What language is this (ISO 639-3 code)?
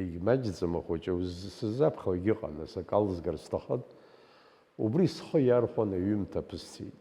abk